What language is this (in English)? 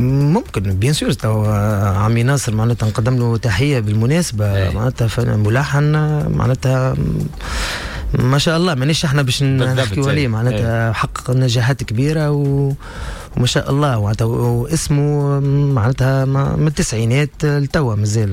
Tunisian Arabic